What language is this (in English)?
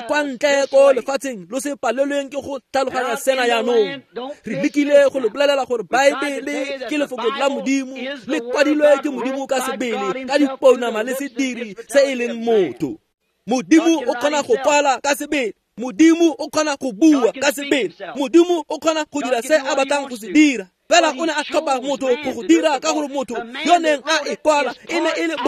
Tswana